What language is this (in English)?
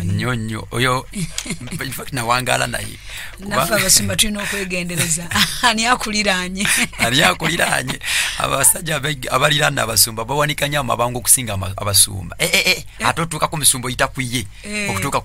Ganda